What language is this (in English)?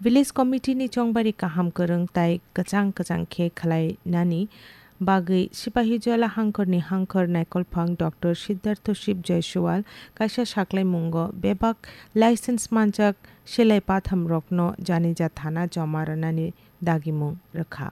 Kok Borok